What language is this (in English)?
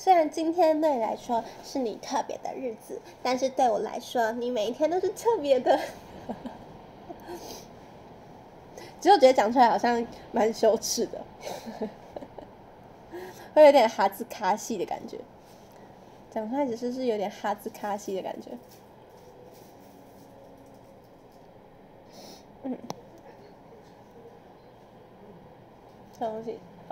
Chinese